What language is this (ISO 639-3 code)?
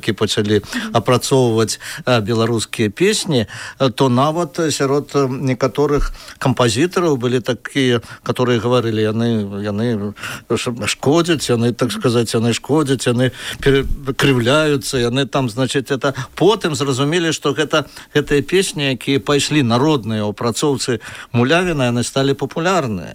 bel